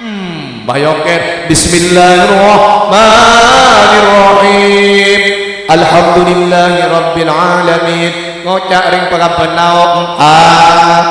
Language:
Madurese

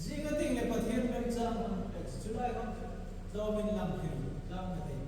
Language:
Hmar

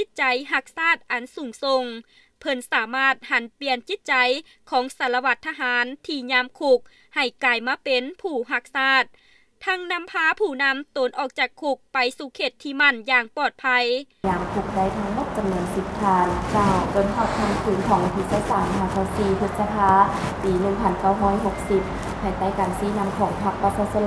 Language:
Lao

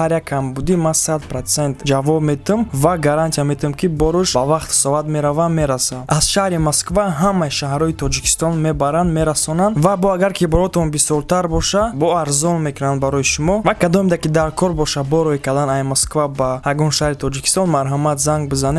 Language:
Tajik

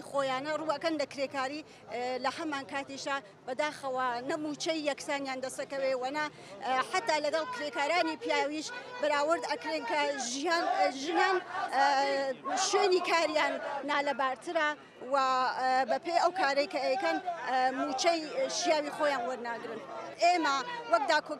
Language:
Central Kurdish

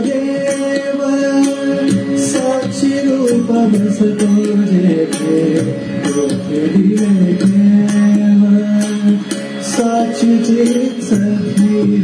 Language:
Marathi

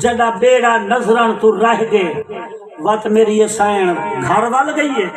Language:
Saraiki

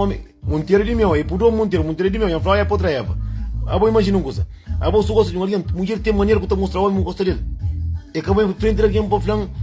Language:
Kabuverdianu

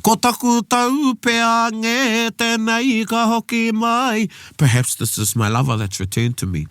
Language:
Māori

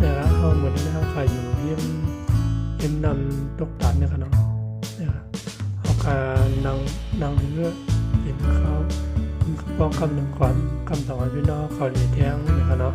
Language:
Shan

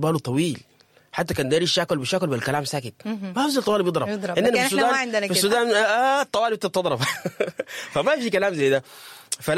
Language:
Sudanese Arabic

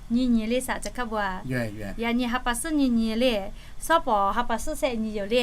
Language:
Lahu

